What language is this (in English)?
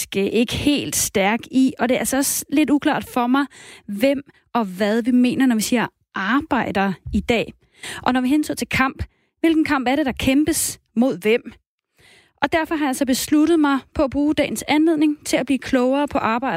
Danish